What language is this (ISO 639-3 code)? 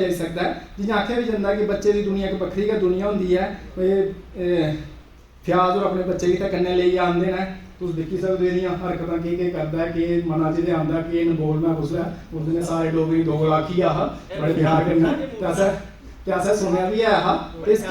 doi